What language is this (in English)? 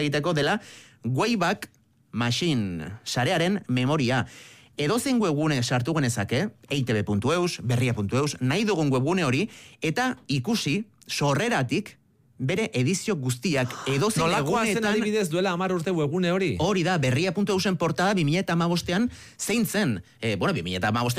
Basque